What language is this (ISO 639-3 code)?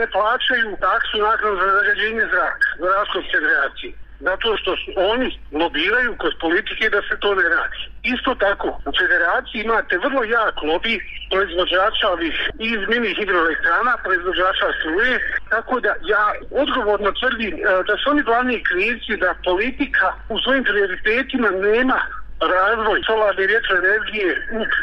bos